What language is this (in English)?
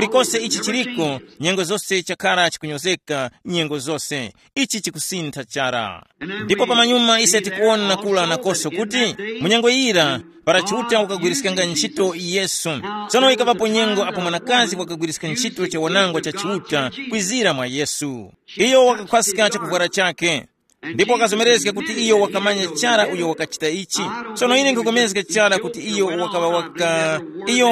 Tumbuka